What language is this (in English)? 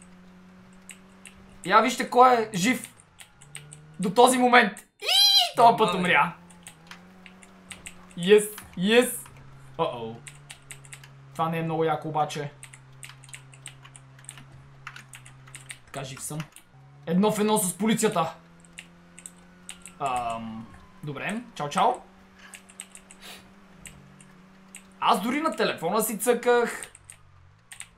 Bulgarian